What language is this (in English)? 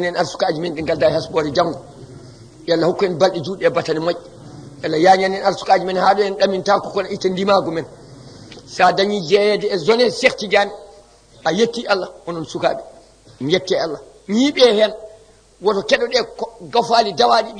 Fula